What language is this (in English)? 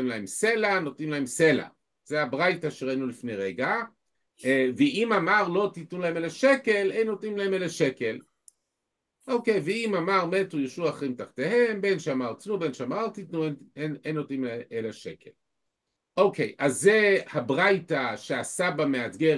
Hebrew